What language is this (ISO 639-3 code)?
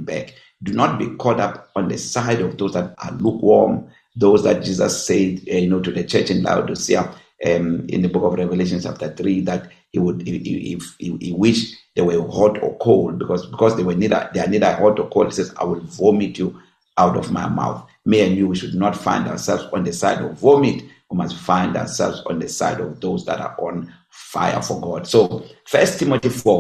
eng